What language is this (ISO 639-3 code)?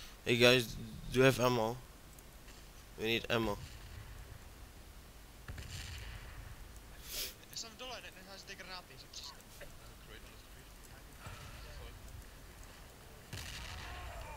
ces